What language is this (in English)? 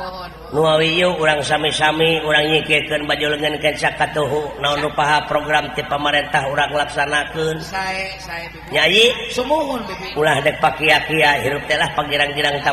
Sundanese